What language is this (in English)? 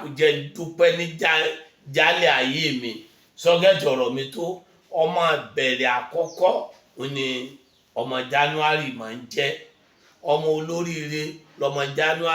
Yoruba